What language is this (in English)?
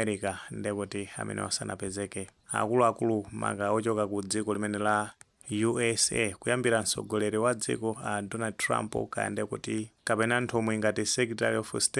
Nyanja